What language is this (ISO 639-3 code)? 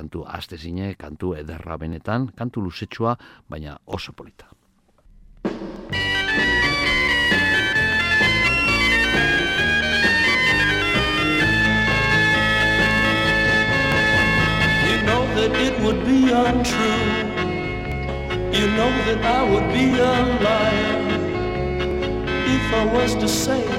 eus